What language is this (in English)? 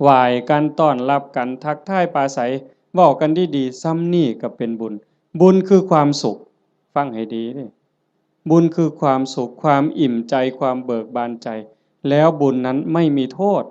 Northeastern Thai